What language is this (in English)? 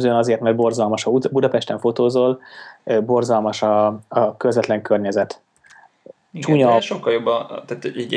Hungarian